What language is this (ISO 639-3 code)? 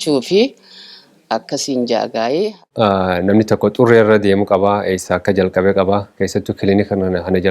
orm